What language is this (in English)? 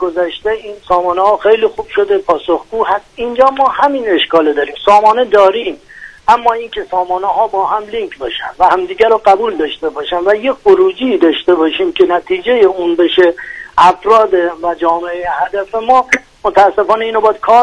Persian